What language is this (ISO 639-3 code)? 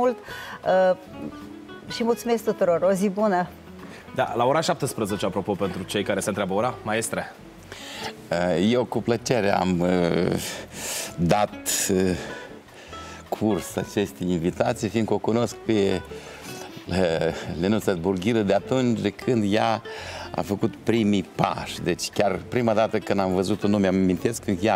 ron